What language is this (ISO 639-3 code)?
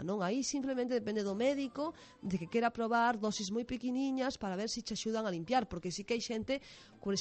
glg